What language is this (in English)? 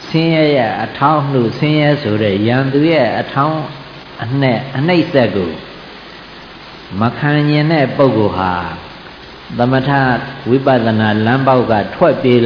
Burmese